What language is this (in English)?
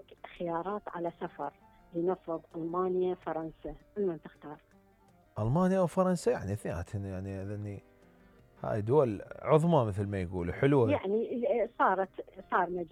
Mesopotamian Arabic